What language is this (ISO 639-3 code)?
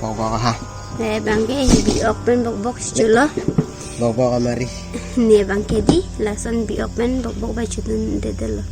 mjw